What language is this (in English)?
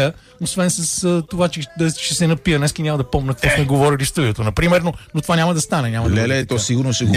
Bulgarian